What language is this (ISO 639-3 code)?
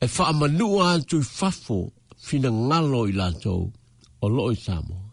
smo